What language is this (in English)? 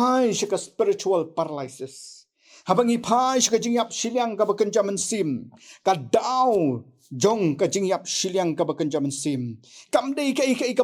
Khasi